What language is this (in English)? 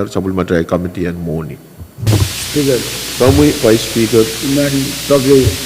Pohnpeian